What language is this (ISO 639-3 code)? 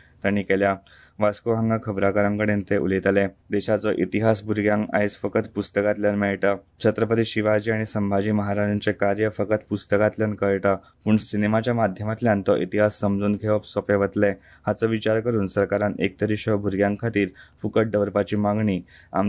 kok